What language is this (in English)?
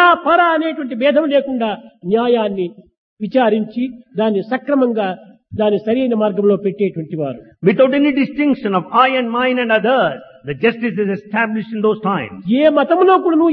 Telugu